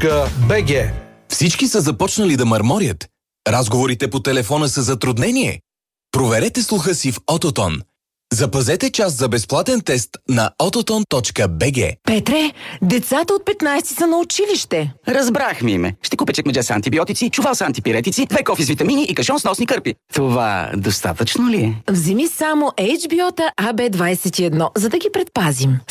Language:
Bulgarian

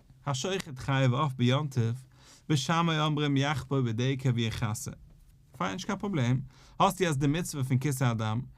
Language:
Yiddish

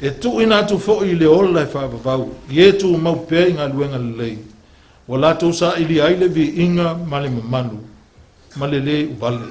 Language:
Samoan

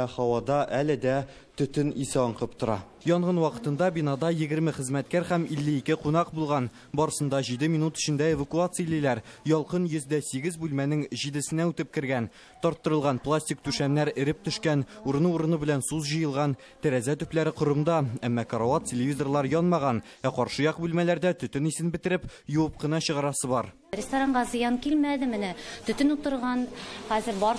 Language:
Tatar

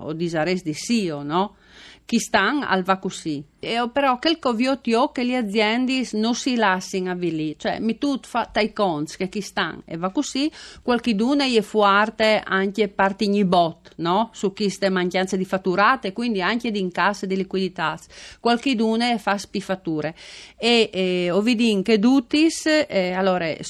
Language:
Friulian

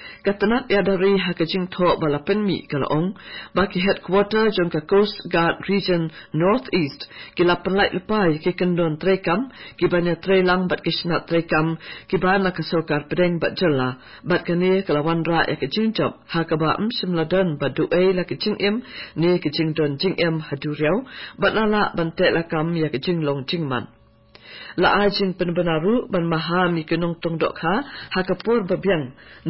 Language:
Khasi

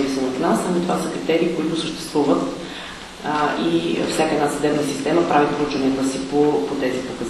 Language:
Bulgarian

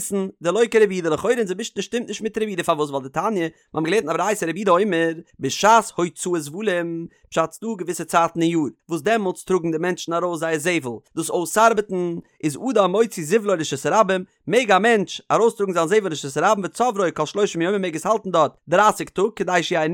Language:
Yiddish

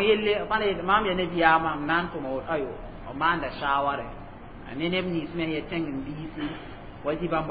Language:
Mossi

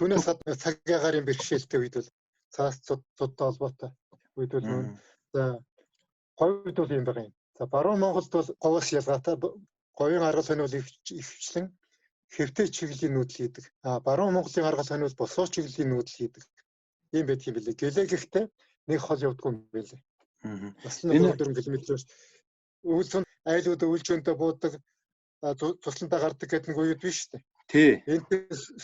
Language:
Mongolian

